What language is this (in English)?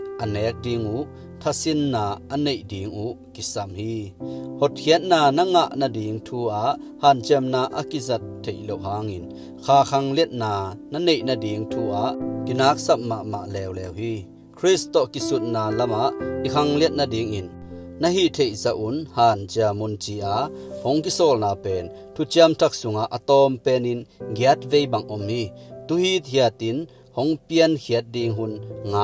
Tedim Chin